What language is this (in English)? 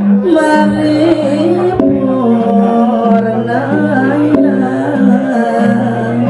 Balinese